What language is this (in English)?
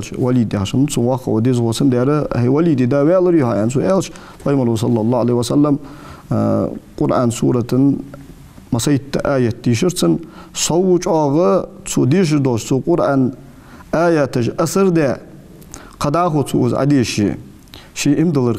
Ingush